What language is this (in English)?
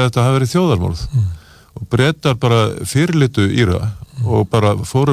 Icelandic